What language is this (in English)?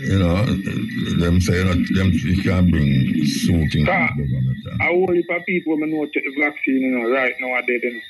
Jamaican Creole English